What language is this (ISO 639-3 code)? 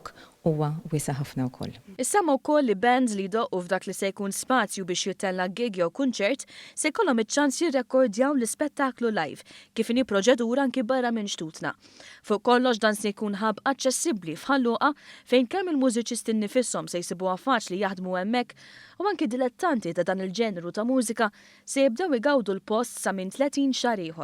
mlt